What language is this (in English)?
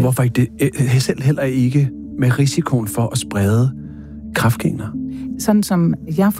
Danish